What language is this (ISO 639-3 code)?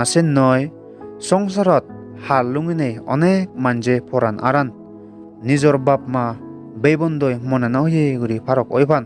ccp